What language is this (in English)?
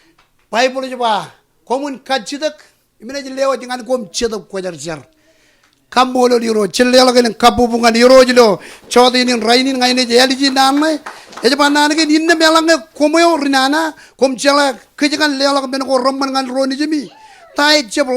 Marshallese